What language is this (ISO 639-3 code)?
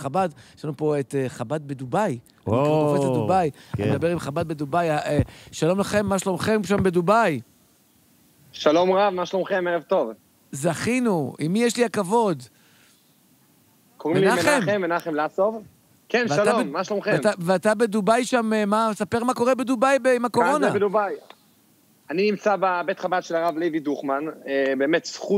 heb